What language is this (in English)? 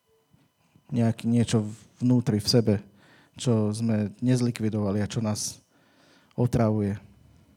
Slovak